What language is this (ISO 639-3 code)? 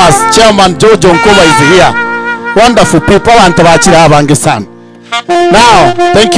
guz